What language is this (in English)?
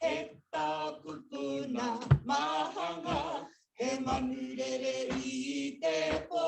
Māori